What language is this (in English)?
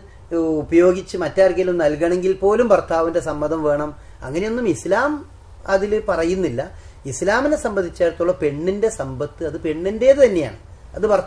Malayalam